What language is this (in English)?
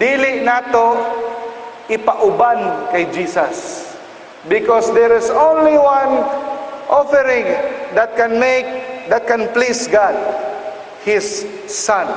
Cebuano